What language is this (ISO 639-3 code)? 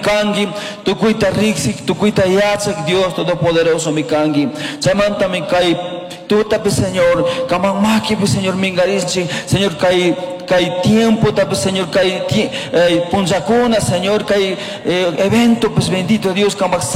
qug